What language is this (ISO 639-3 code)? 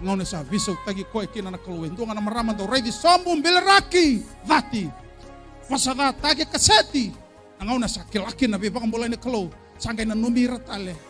fij